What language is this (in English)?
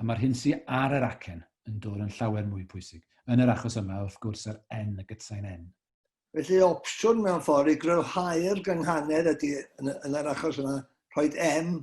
Welsh